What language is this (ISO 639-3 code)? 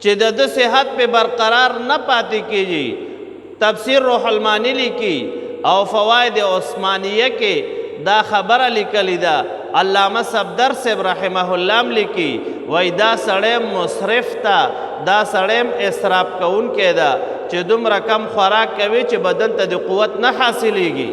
pus